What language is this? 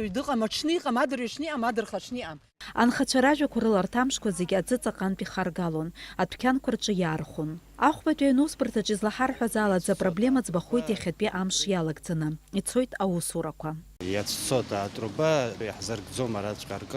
Abkhazian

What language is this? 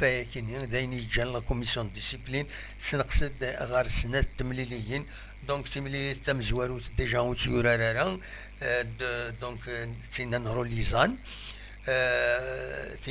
Kabyle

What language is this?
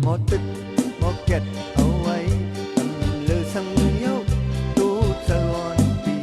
Shan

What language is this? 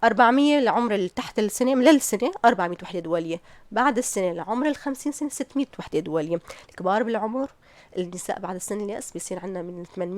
North Levantine Arabic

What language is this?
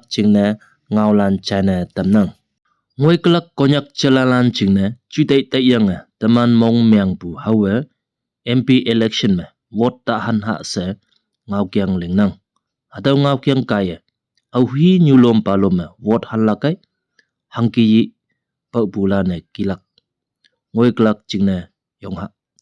Konyak Naga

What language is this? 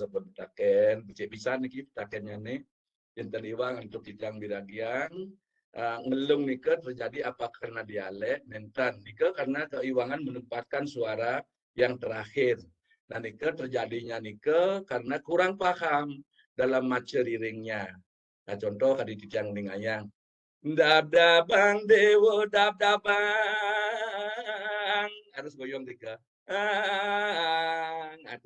Balinese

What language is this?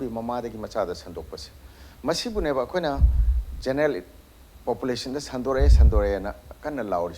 Manipuri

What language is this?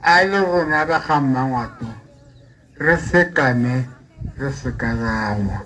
Tswana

